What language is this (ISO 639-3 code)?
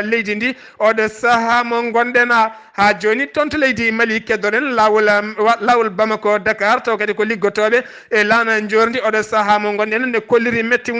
ful